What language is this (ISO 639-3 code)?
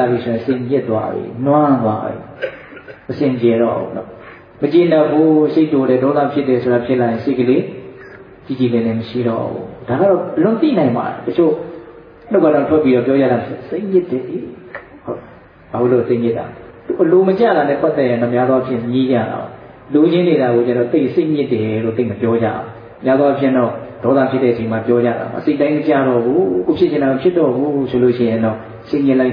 mya